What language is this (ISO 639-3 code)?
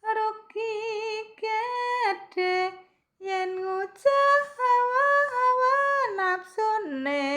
jav